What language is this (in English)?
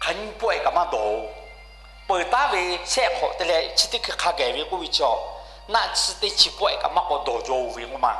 Lahu